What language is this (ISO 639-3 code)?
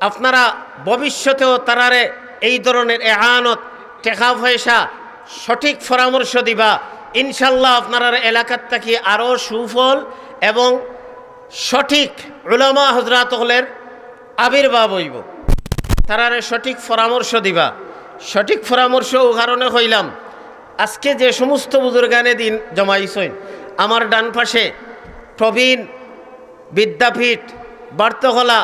syl